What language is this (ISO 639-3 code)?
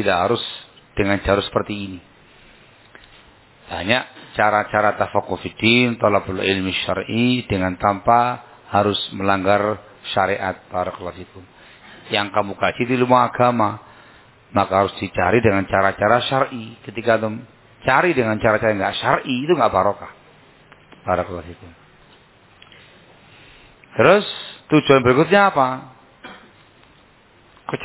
ind